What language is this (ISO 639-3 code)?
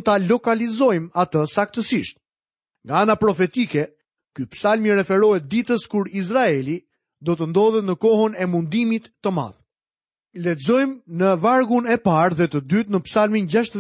sqi